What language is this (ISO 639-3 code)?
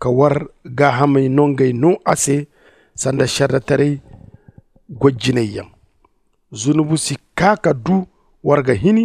dje